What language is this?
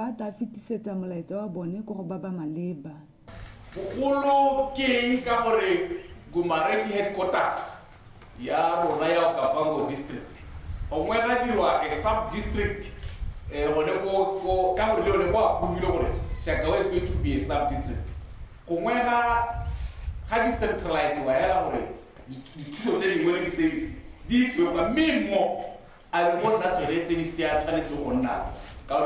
Tswana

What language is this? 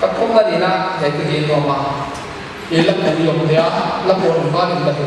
Paite Chin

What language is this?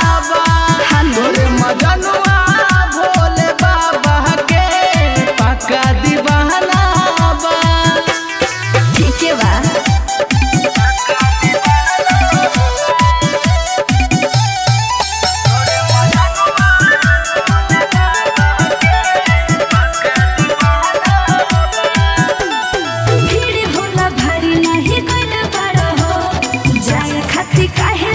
Bhojpuri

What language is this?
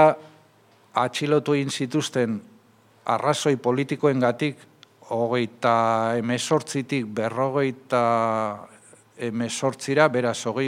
Basque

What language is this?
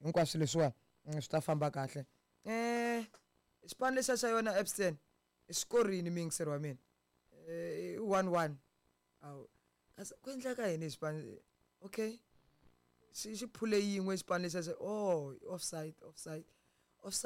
Tsonga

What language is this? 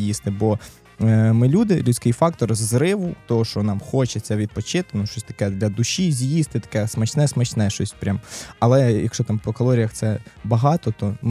Ukrainian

